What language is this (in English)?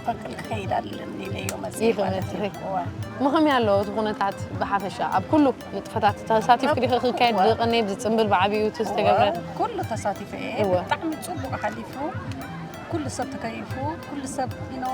Tigrinya